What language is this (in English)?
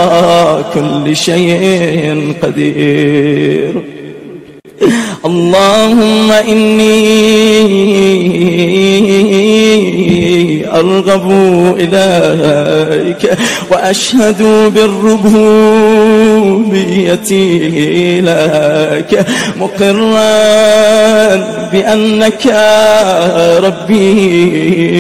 Arabic